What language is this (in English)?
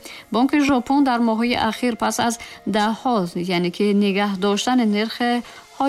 Tajik